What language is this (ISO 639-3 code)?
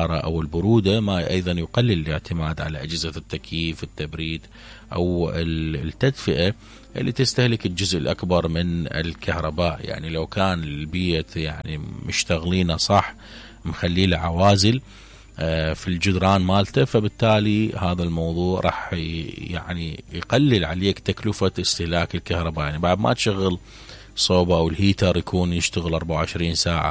acm